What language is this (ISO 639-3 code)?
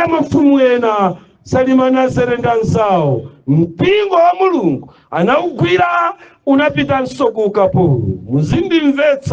nya